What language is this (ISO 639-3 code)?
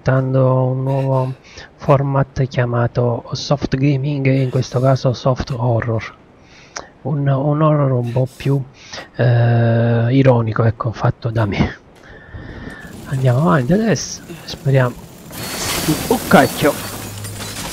ita